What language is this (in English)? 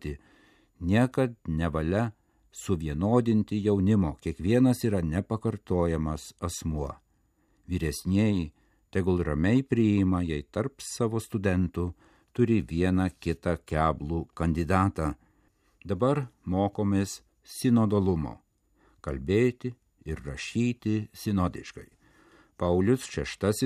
Lithuanian